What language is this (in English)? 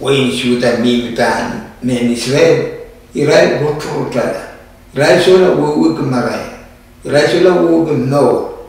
Pohnpeian